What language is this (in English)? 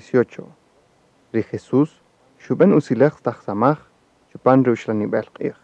Kaqchikel